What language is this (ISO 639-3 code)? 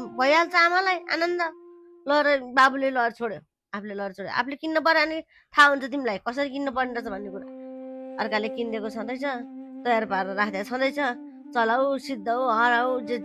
nep